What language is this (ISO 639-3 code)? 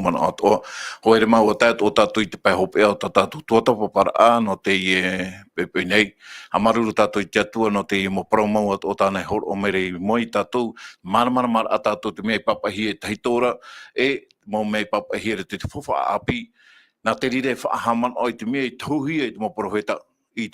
tah